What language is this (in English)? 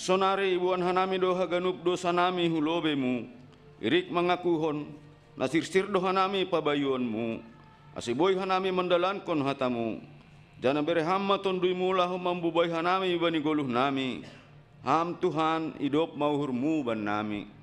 Batak Simalungun